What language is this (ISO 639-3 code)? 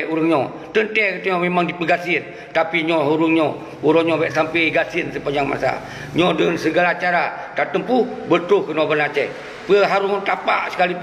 ace